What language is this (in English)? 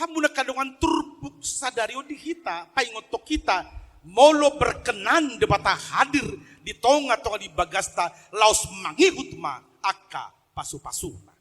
Batak Toba